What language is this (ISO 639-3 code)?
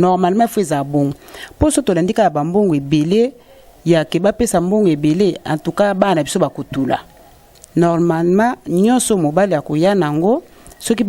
lin